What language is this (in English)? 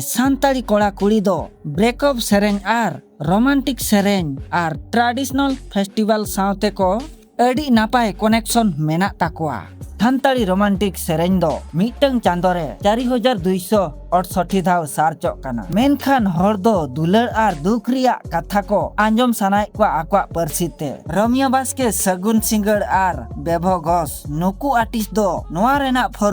Santali